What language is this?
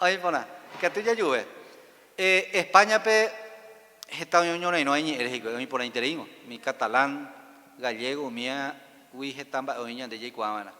Guarani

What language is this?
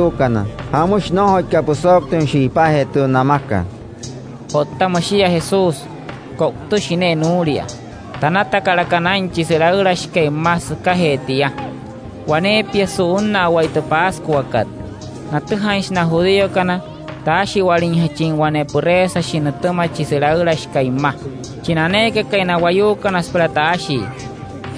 Wayuu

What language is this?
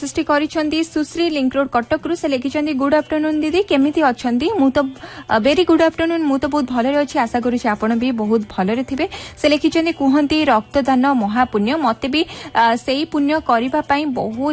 Odia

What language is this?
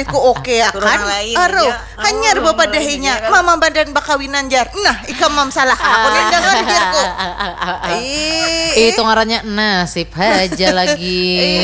Banjar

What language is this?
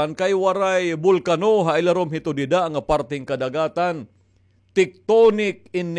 Waray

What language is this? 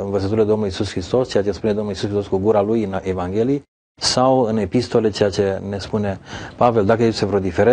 Romanian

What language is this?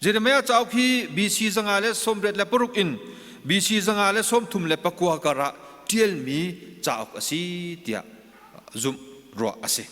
Hakha Chin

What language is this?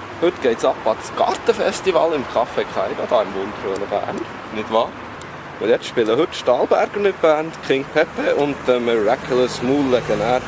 Swiss German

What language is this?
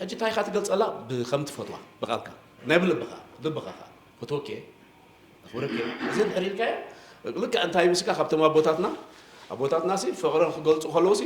Tigrinya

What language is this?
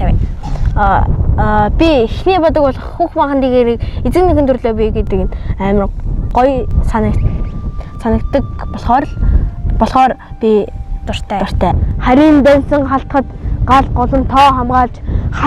Mongolian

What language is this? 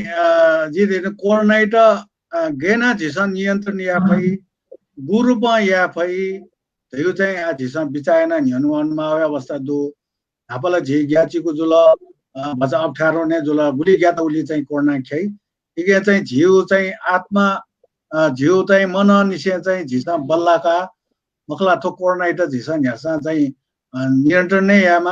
Newari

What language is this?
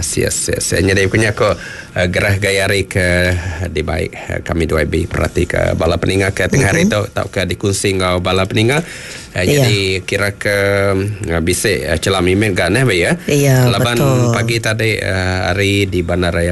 Iban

